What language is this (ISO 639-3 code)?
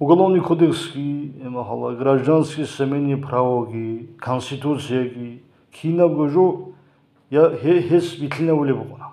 ava